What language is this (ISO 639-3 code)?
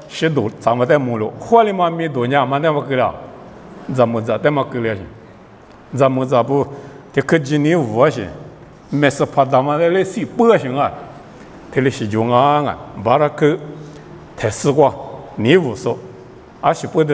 lis